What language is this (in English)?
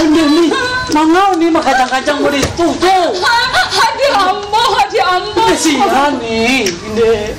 Minangkabau